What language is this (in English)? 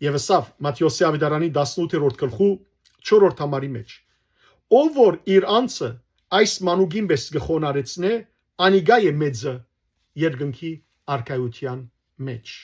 Western Armenian